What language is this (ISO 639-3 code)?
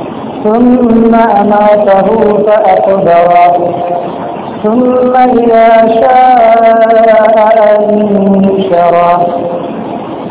tam